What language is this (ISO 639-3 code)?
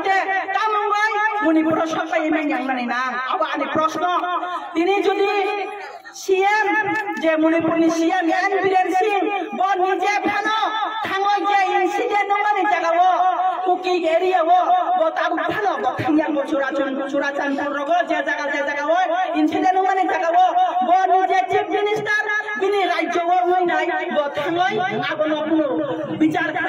trp